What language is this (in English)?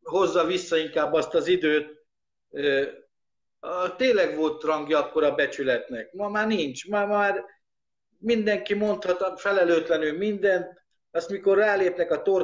Hungarian